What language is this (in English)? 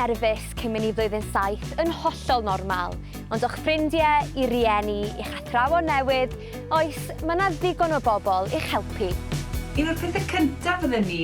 Welsh